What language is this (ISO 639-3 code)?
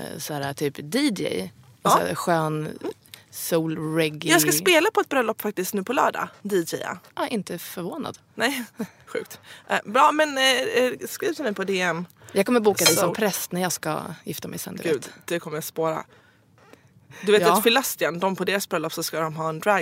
swe